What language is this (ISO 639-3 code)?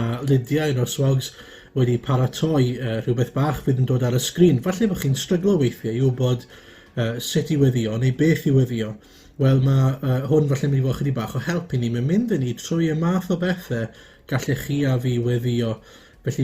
cym